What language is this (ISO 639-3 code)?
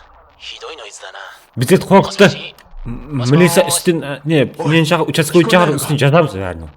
kaa